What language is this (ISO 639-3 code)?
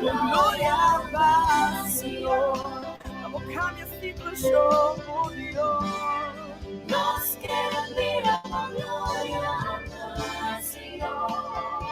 pap